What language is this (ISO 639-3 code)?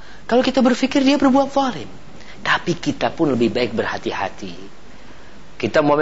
ind